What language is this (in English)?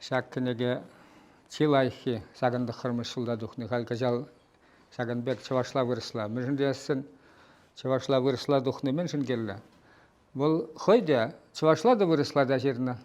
Chuvash